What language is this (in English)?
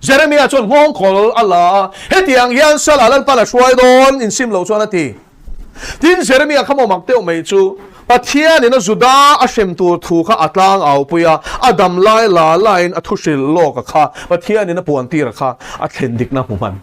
Mizo